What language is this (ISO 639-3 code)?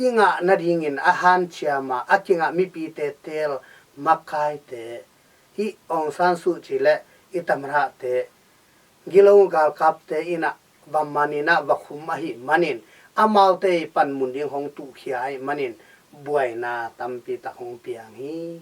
ctd